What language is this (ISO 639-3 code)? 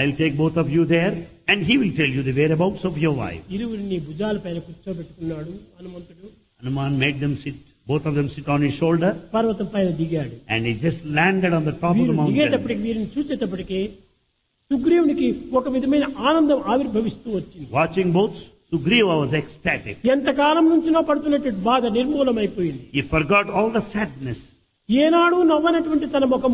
tel